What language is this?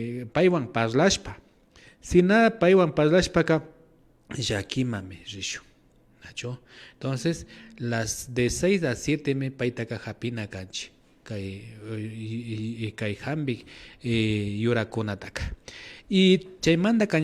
Imbabura Highland Quichua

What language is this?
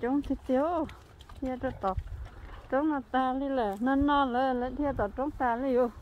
Hmong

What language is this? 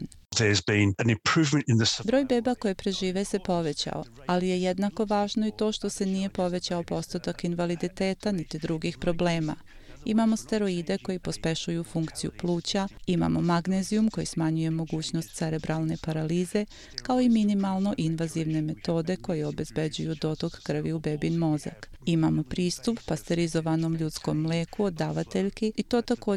Serbian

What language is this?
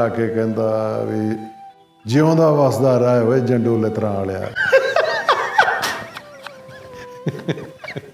Punjabi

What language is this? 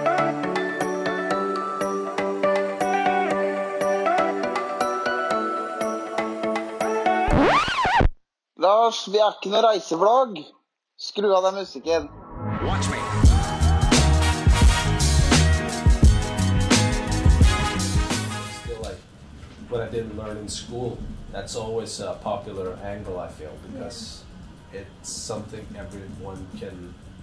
Norwegian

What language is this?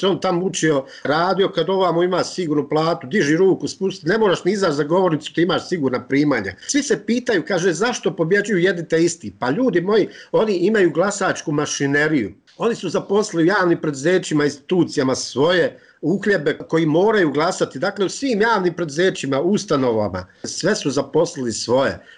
Bosnian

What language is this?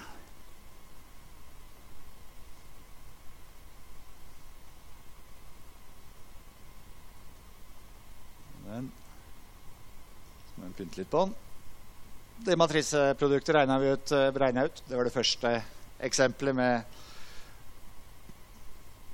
Norwegian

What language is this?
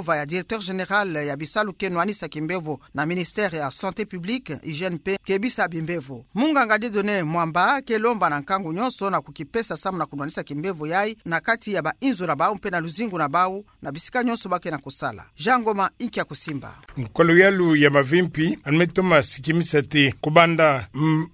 Kituba (Democratic Republic of Congo)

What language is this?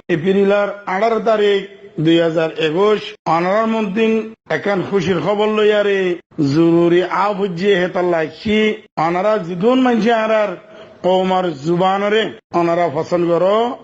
Rohingya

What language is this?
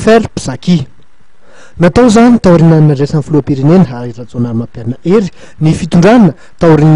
Malagasy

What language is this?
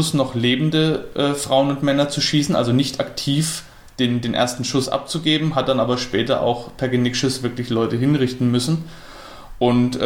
German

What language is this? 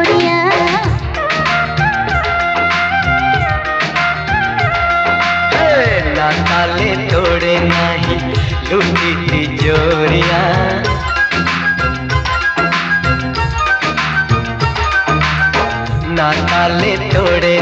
Hindi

